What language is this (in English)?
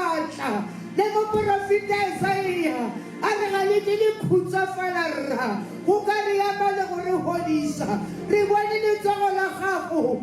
Tswana